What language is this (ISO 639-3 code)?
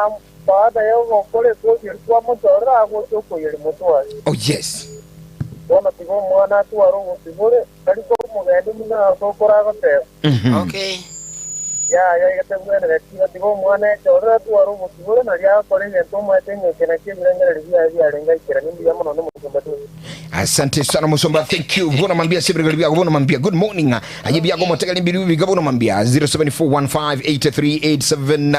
guz